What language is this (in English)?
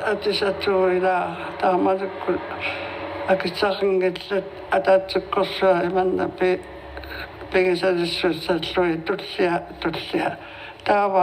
Kalaallisut